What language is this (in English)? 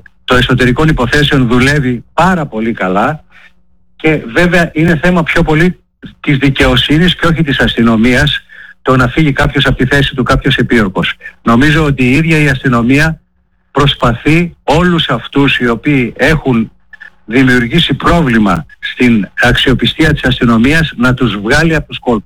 Greek